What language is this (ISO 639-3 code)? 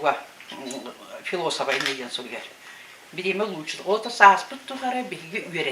sah